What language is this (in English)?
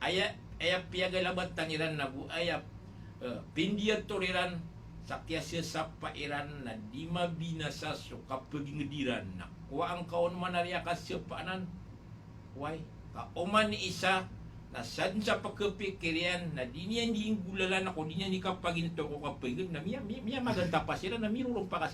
Maranao